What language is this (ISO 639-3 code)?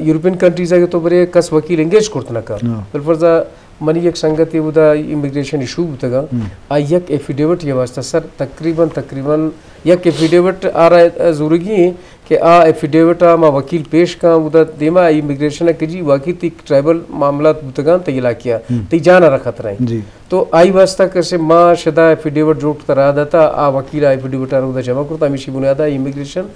bgp